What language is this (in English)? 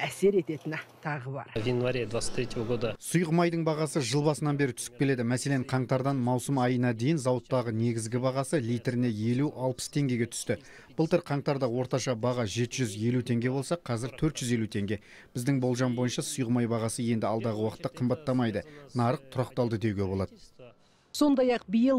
Kazakh